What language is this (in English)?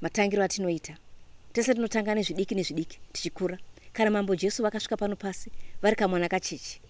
Shona